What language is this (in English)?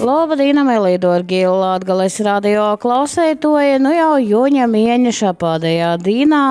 Latgalian